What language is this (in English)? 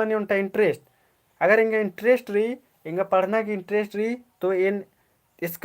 Kurukh